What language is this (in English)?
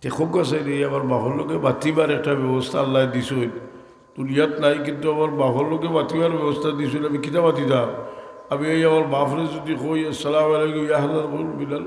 Sylheti